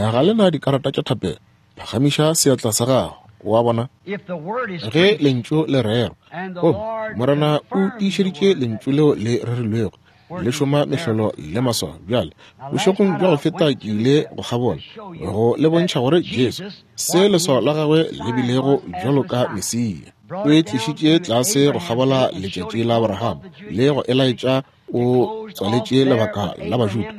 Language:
Northern Sotho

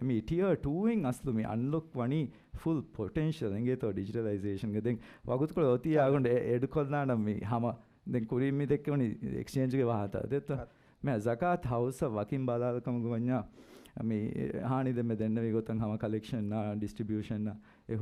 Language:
Divehi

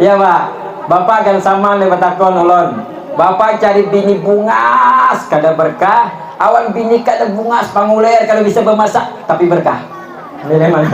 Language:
Banjar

